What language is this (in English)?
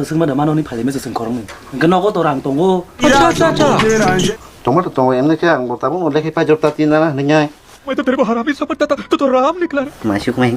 Kok Borok